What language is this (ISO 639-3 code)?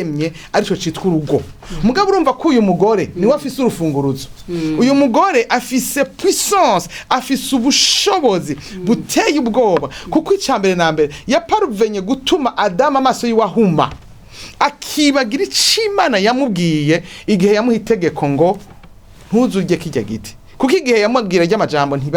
run